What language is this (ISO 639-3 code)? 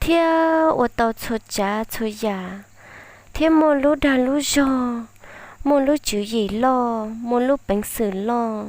hmn